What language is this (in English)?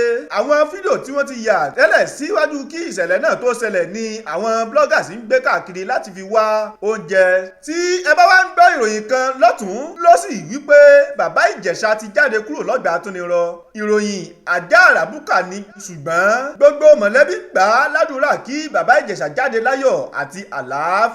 Yoruba